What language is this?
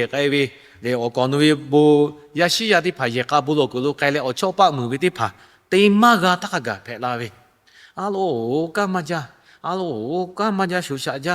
Lahu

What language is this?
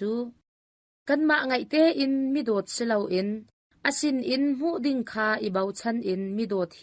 Hakha Chin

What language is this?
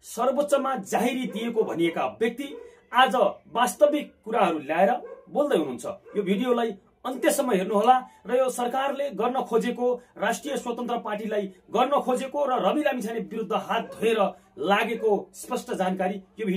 Nepali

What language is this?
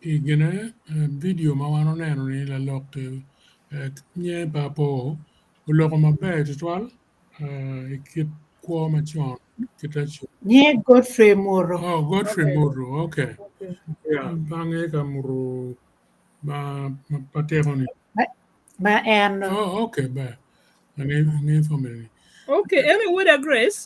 Acoli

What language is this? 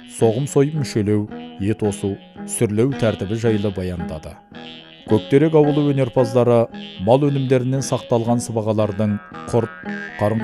Kazakh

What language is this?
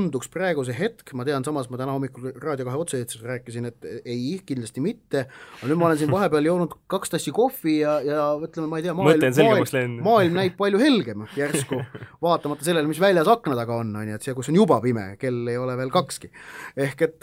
Estonian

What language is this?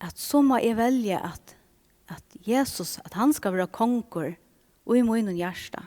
Faroese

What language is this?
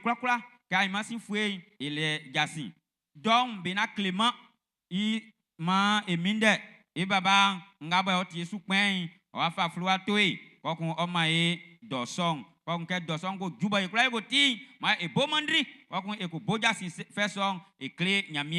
Baoulé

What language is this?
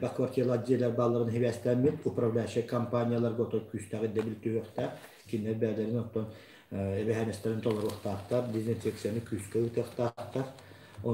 Yakut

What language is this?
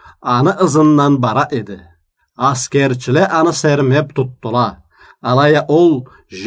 Karachay-Balkar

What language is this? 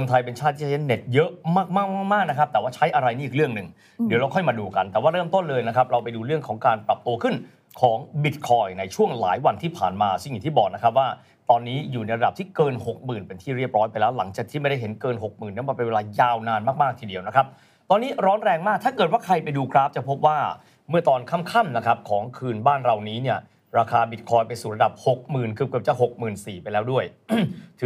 Thai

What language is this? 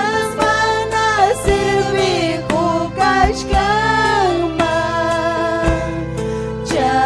Ayacucho Quechua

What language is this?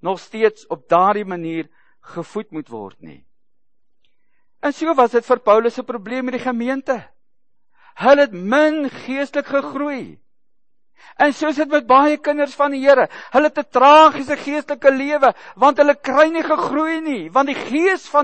Afrikaans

